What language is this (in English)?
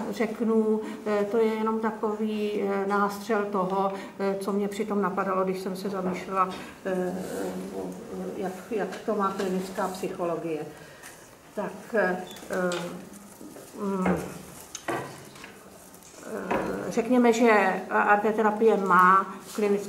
Czech